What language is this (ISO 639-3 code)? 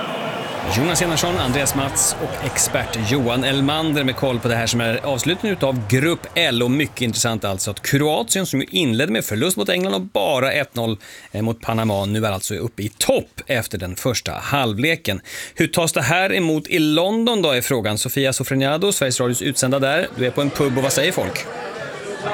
swe